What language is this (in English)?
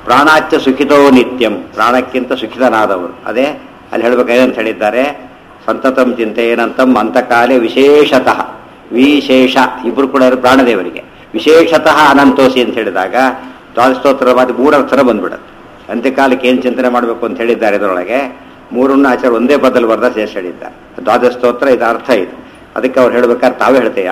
Kannada